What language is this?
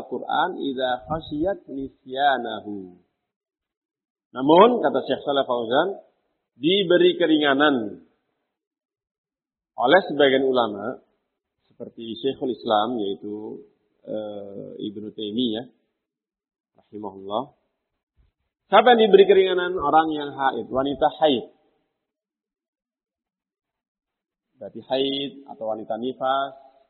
Indonesian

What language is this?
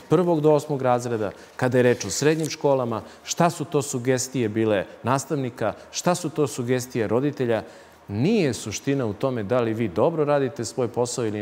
Serbian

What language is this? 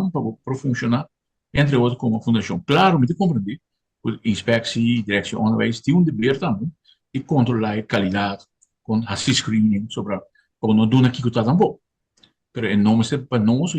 Papiamento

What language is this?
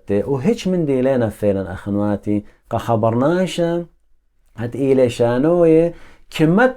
Assyrian Neo-Aramaic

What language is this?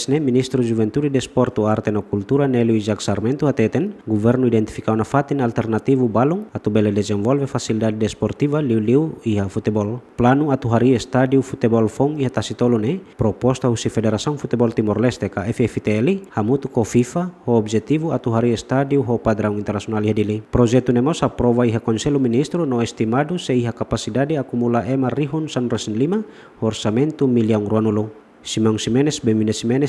Tetum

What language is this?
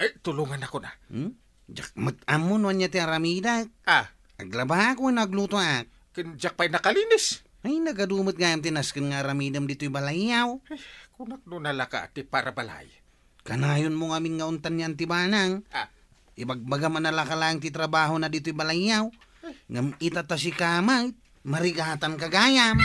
Iloko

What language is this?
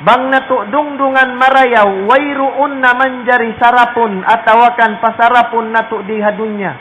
Tausug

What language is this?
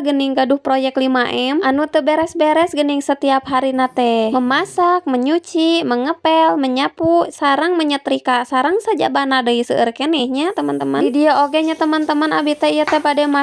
Sundanese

